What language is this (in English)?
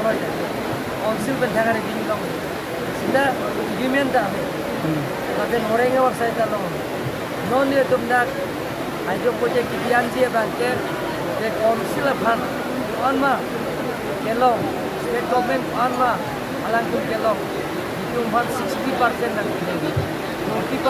Karbi